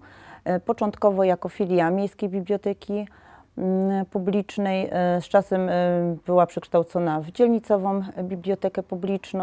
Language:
Polish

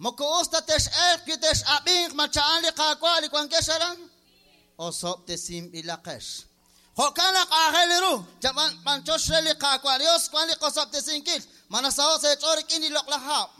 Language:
Kekchí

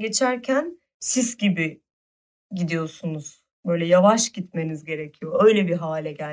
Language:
Turkish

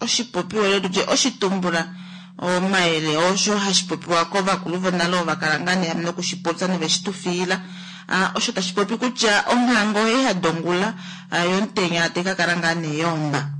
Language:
Kuanyama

